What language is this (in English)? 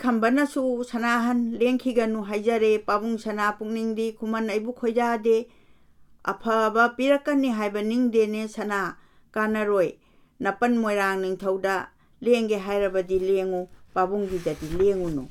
Manipuri